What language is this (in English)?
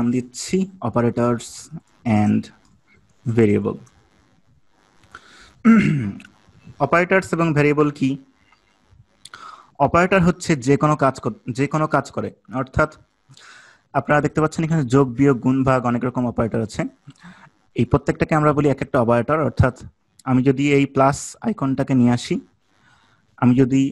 Bangla